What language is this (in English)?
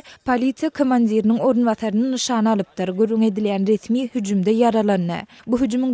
Turkmen